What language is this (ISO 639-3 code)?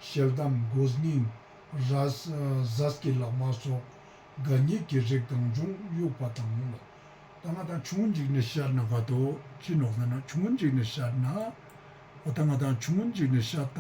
lbj